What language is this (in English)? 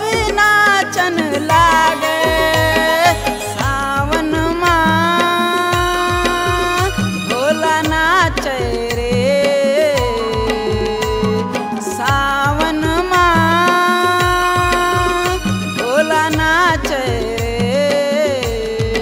Chhattisgarhi